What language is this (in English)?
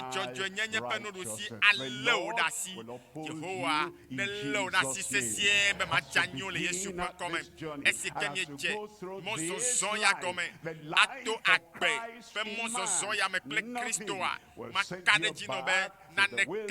Ewe